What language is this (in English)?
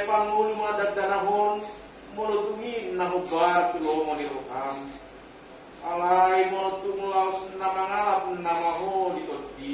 Batak Toba